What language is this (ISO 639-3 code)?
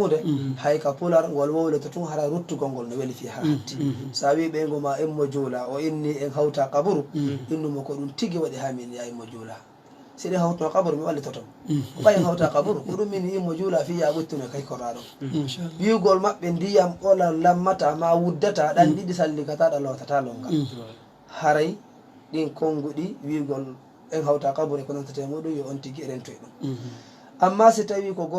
ful